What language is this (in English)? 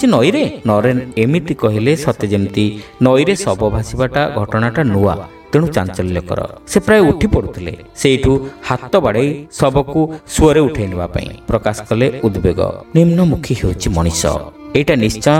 Odia